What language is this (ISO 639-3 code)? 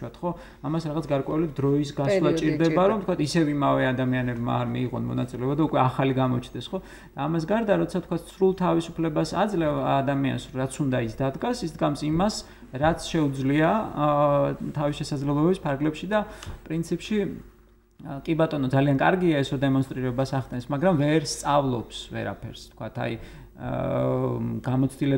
kat